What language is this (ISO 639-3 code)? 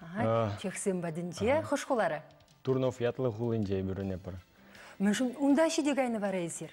chv